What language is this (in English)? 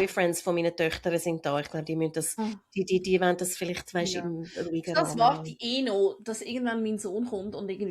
Swiss German